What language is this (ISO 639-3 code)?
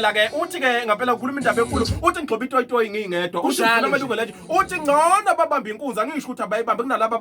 zul